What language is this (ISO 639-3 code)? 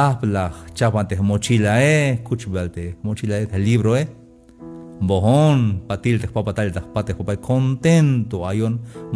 tzh